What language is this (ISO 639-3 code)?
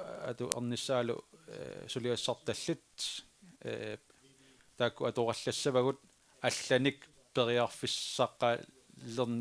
kal